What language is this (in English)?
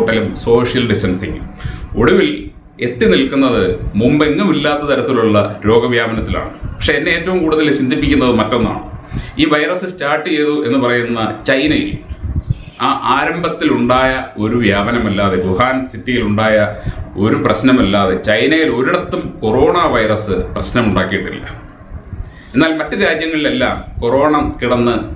Malayalam